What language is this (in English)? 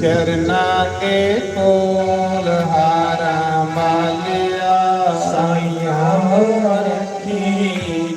Dogri